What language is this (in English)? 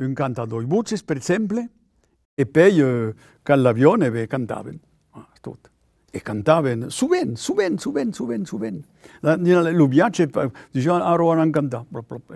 Occitan